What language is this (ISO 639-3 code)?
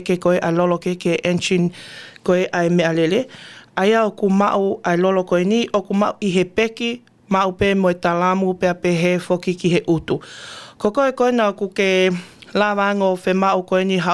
ton